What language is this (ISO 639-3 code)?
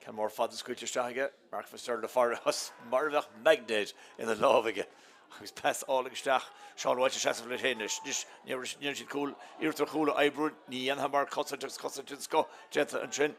gle